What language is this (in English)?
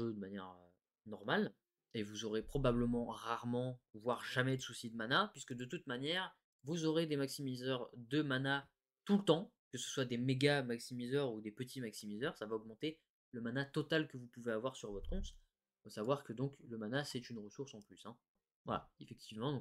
French